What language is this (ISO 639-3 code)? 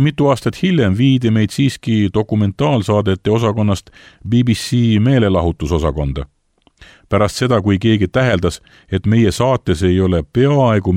est